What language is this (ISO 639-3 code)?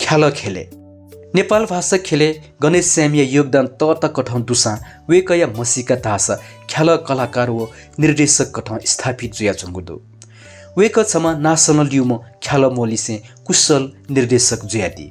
new